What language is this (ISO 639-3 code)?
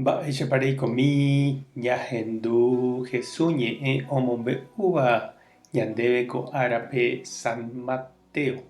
grn